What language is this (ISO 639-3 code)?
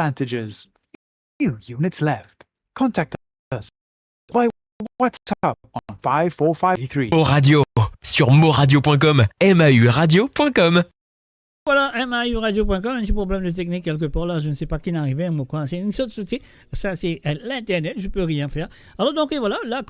mfe